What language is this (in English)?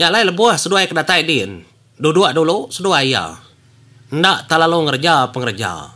Iban